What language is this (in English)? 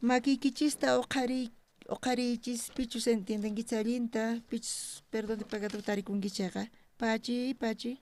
South Bolivian Quechua